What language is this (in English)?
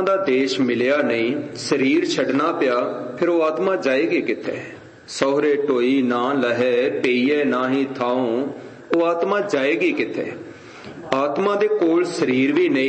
Punjabi